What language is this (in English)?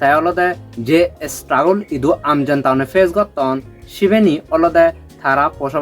Chakma